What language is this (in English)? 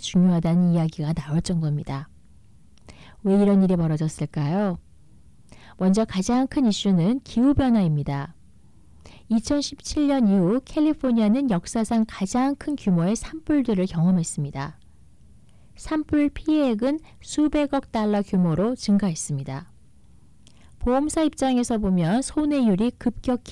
Korean